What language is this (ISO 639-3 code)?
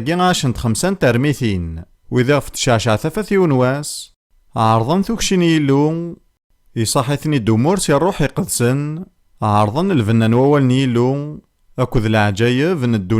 kab